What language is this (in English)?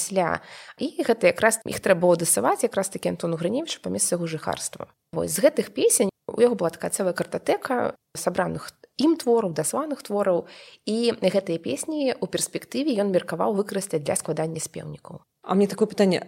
Belarusian